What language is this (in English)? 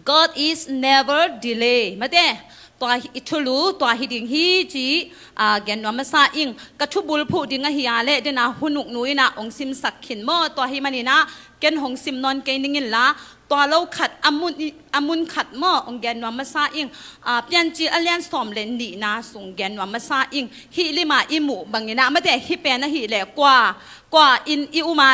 Tedim Chin